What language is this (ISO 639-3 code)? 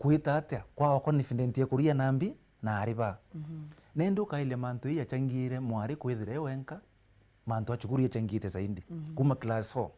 mer